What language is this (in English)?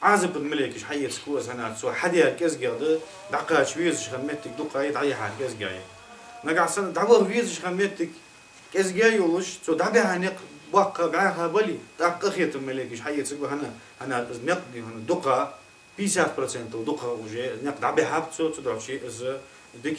Ingush